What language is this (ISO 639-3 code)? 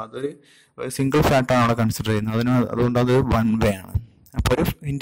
mal